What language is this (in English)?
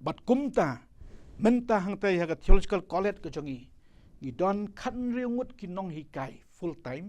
Khasi